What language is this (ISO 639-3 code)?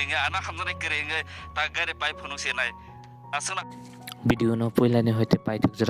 trp